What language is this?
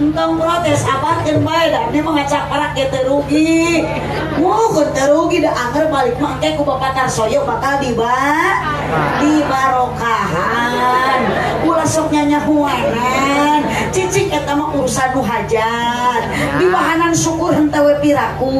Sundanese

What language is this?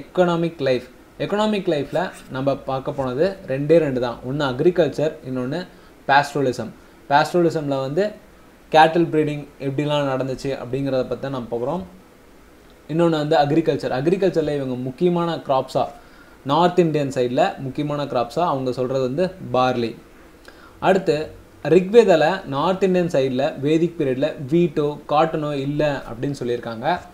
Tamil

